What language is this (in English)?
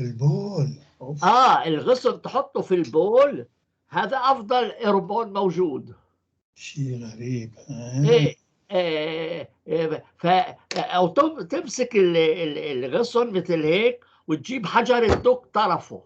North Levantine Arabic